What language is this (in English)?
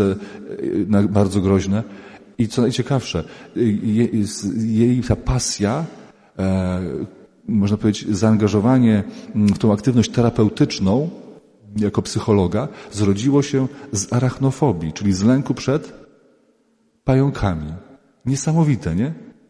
Polish